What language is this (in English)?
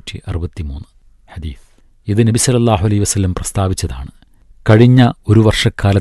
Malayalam